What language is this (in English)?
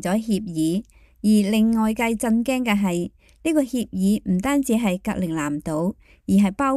Cantonese